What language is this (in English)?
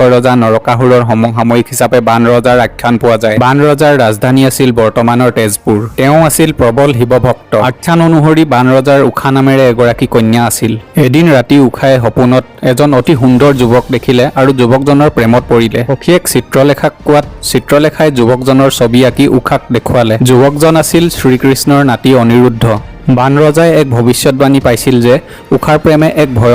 Assamese